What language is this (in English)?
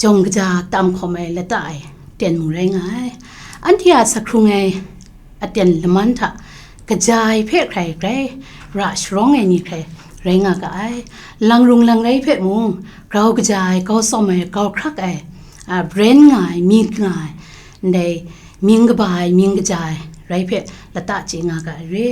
Kachin